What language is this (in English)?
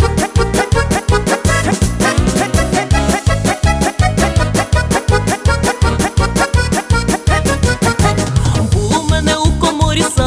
Ukrainian